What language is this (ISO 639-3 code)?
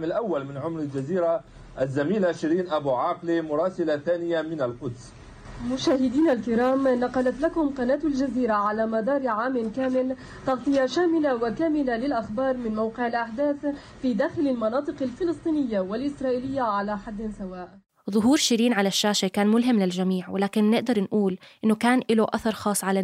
apc